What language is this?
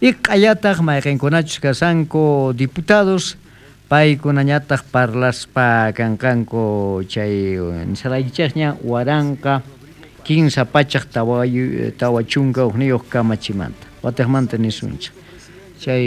South Bolivian Quechua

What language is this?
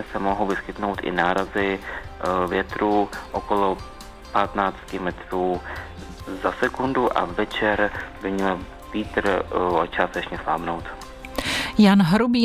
Czech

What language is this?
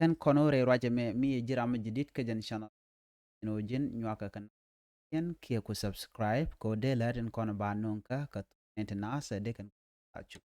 Nuer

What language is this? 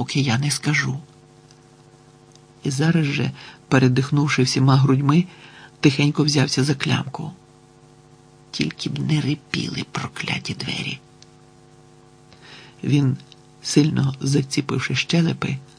Ukrainian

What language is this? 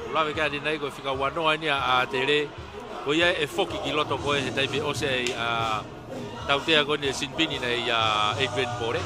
Tongan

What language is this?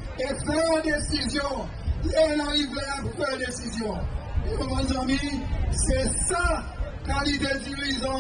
Seselwa Creole French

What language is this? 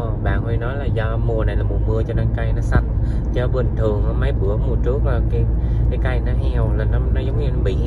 Vietnamese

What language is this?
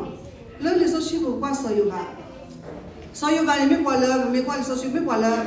S'gaw Karen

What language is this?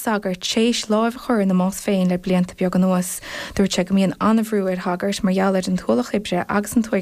Irish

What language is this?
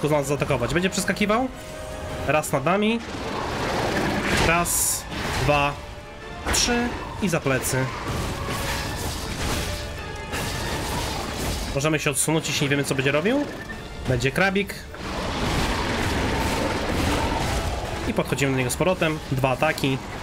Polish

